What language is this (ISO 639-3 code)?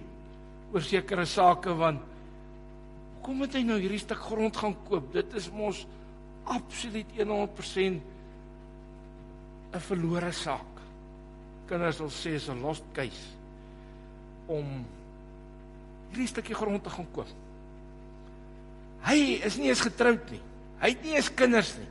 afr